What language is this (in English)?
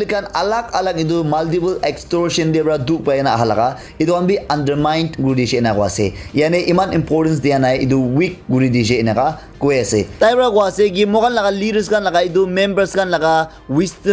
Naga Pidgin